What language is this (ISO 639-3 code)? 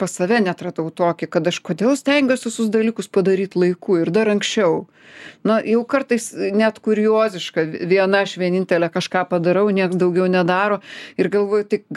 lit